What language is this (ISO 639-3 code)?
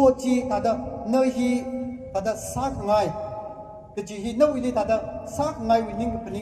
nmf